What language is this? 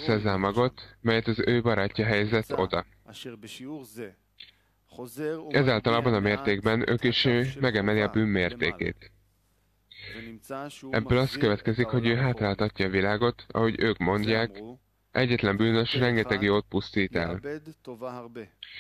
Hungarian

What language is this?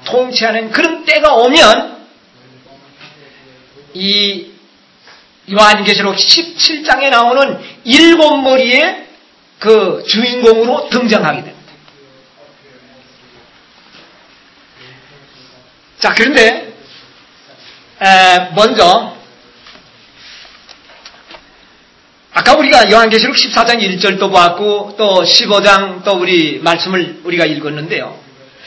Korean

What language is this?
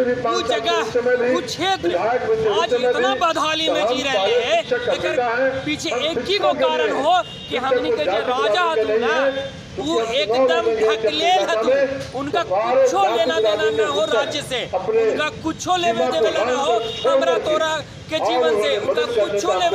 Magahi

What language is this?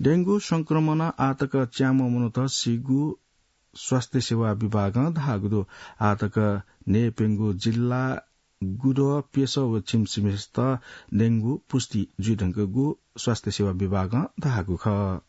Newari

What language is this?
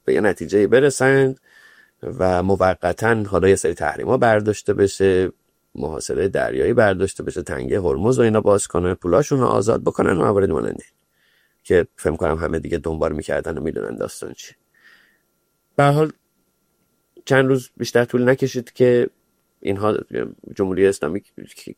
Persian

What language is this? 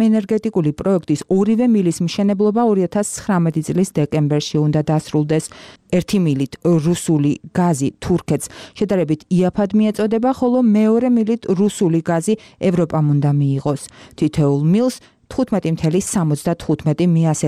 Georgian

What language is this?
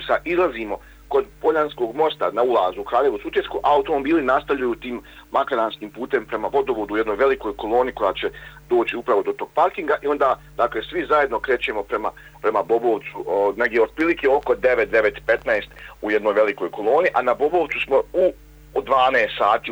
Bosnian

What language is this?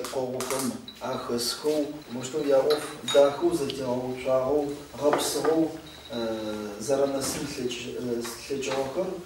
Adyghe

